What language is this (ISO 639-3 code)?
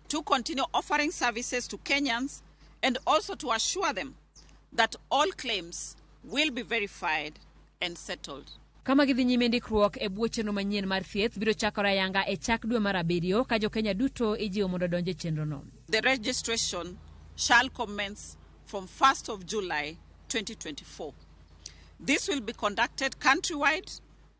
luo